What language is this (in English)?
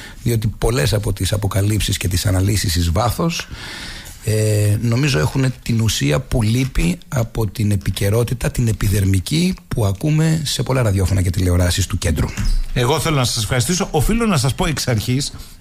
Greek